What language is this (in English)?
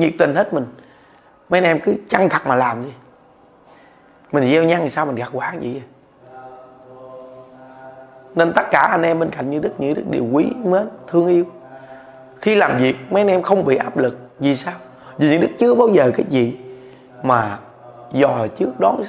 Vietnamese